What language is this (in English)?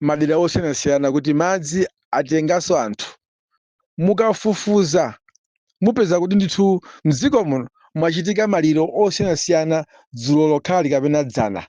Nyanja